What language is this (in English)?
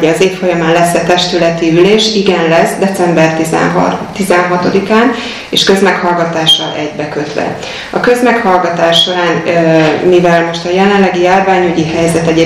Hungarian